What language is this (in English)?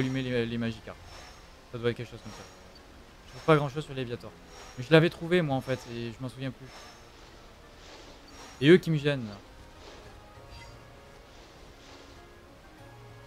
French